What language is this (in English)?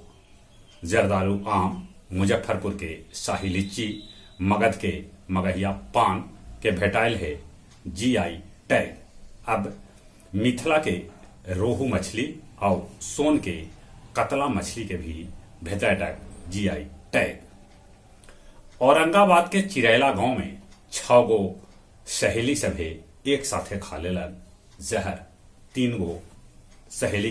Magahi